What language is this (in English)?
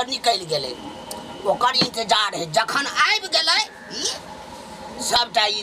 Maithili